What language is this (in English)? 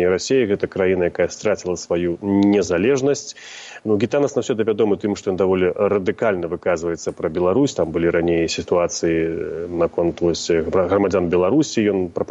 Belarusian